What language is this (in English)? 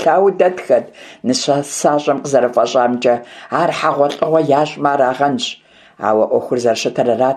Kabardian